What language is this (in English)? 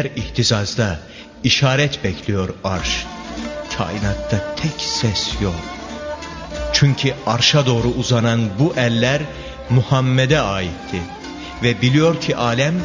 Turkish